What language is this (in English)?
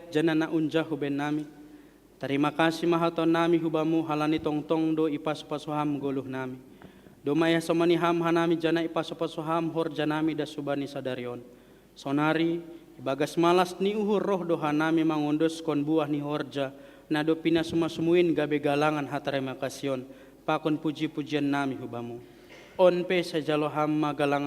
Batak Simalungun